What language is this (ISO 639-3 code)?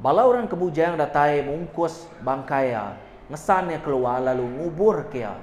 iba